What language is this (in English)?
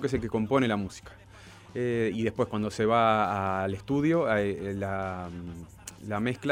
Spanish